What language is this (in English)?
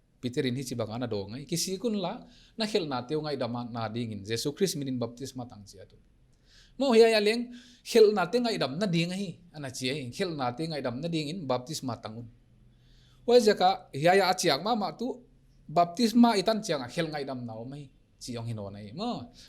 Paite Chin